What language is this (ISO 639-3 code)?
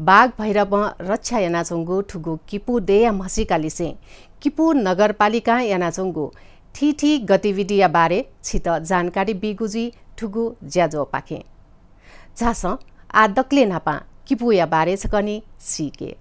new